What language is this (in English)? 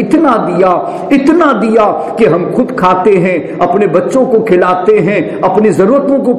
Urdu